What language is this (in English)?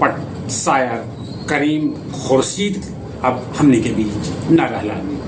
Magahi